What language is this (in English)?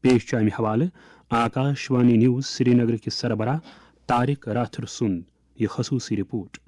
Kashmiri